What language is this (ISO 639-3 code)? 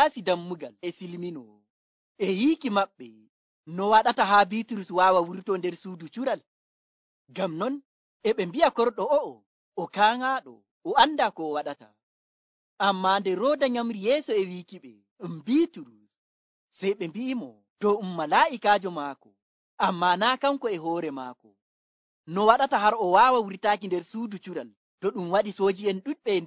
fuv